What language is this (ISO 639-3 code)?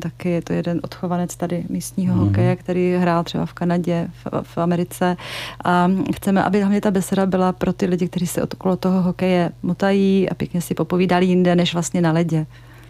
ces